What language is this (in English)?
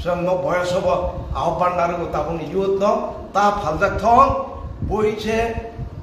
Kok Borok